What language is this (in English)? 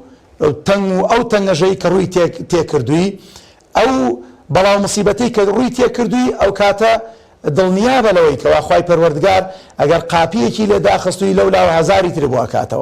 Central Kurdish